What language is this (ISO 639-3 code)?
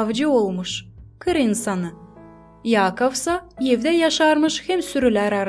gag